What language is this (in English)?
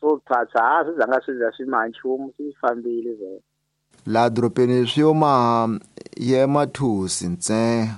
Tsonga